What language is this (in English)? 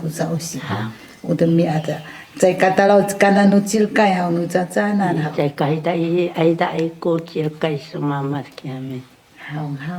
Sakizaya